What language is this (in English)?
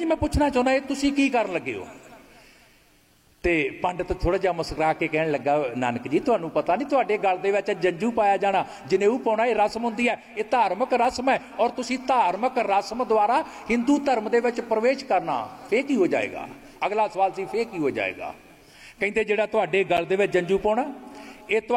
Punjabi